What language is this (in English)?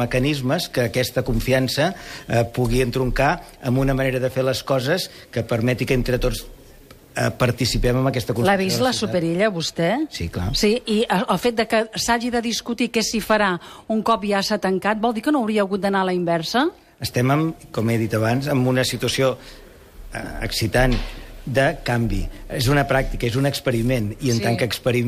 Catalan